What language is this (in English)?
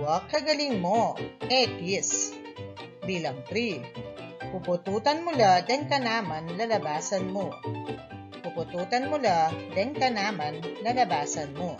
Pampanga